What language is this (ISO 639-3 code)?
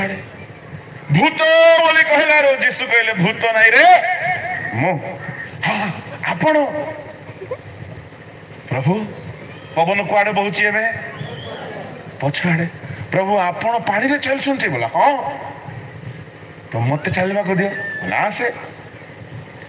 ori